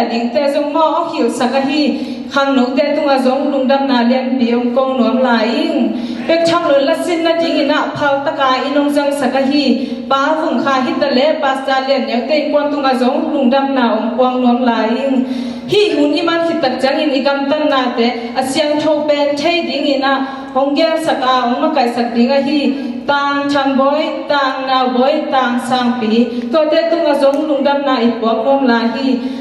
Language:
Tedim Chin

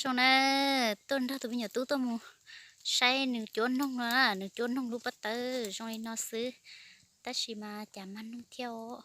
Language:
Hmong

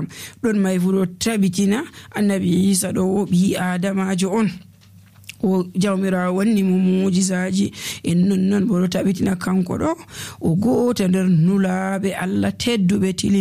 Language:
Nigerian Fulfulde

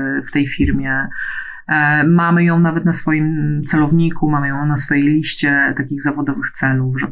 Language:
Polish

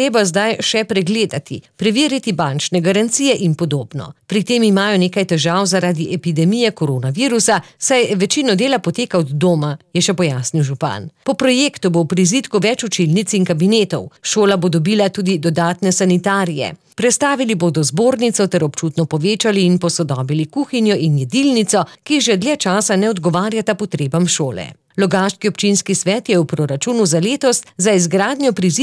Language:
Slovenian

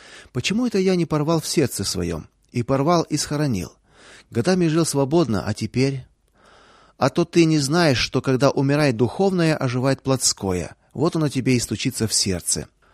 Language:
Russian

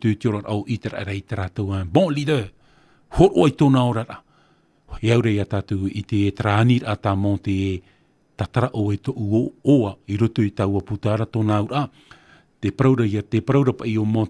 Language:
Tahitian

